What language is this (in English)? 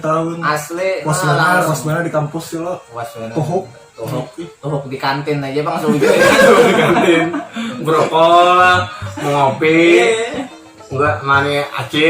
Banjar